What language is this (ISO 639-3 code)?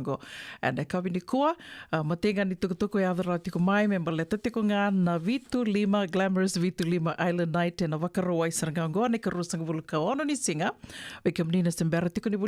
fij